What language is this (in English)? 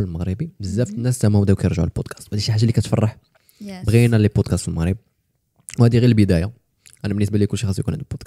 Moroccan Arabic